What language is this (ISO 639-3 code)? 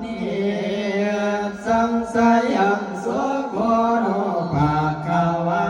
pli